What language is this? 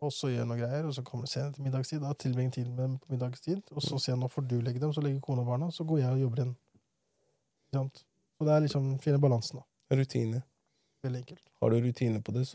Norwegian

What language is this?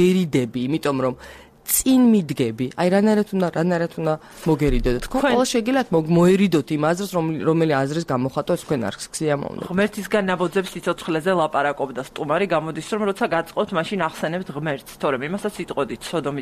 Georgian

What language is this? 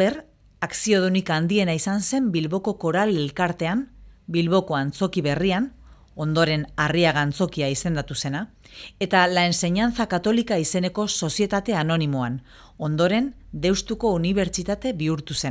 Basque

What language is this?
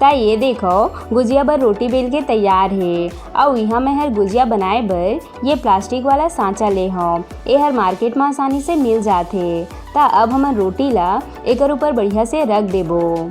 Chhattisgarhi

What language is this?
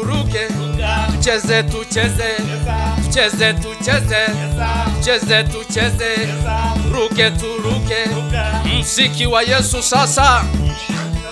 Swahili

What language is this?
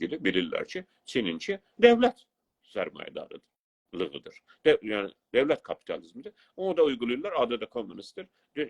South Azerbaijani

